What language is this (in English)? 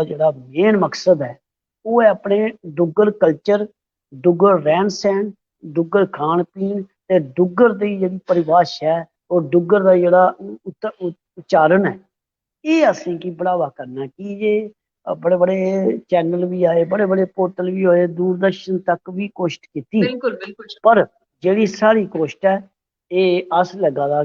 Dogri